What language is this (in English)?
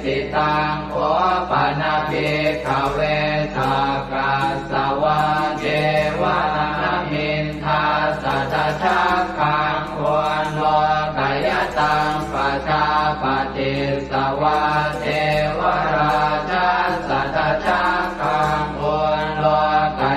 Pali